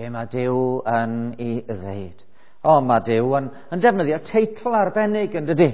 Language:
Welsh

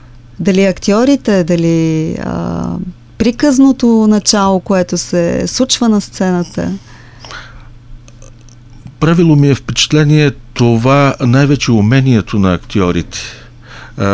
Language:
Bulgarian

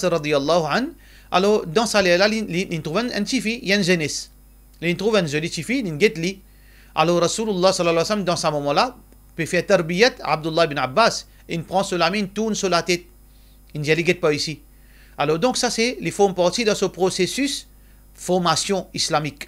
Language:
Morisyen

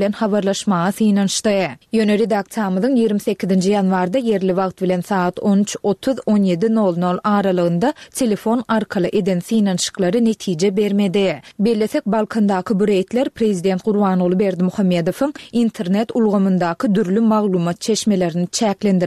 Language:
Turkmen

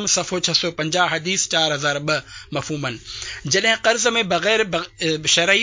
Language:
Sindhi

